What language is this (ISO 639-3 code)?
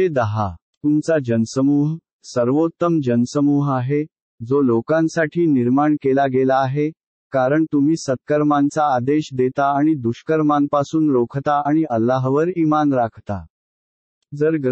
mar